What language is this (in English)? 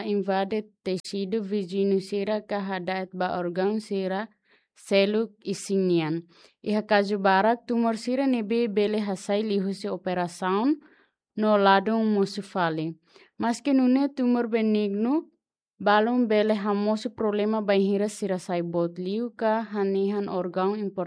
Tetum